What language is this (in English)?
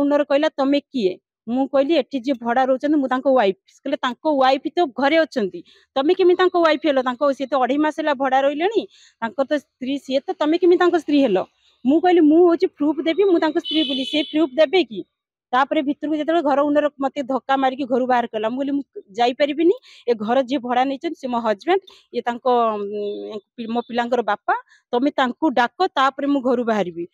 Odia